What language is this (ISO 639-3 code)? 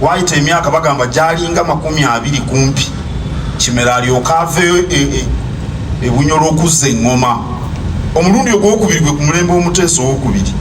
lug